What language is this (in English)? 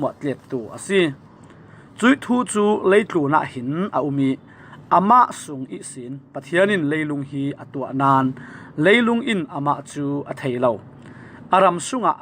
Falam Chin